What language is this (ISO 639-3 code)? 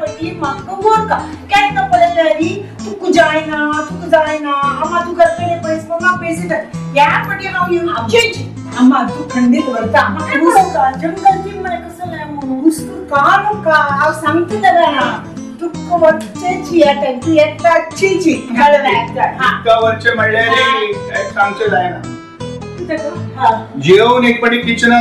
kok